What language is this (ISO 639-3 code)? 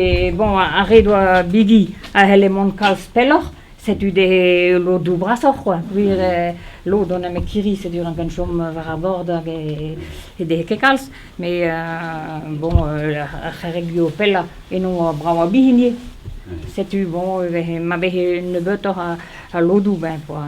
bre